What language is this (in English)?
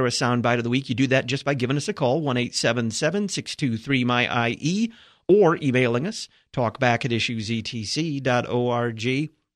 English